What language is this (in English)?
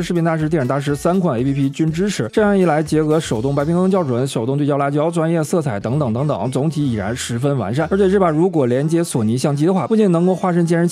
Chinese